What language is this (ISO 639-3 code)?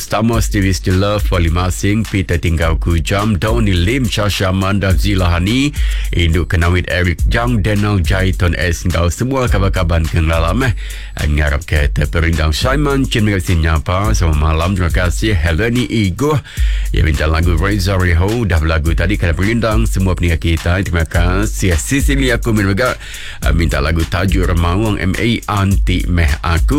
iba